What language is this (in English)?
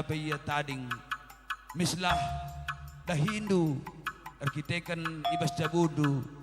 Batak Karo